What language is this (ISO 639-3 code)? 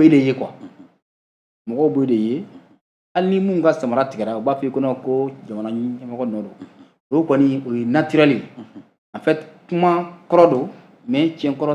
bam